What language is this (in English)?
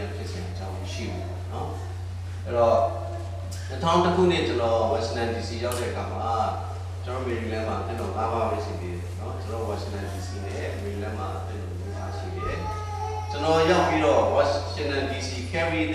Burmese